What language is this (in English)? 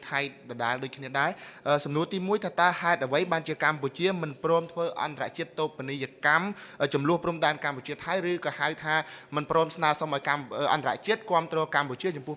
Khmer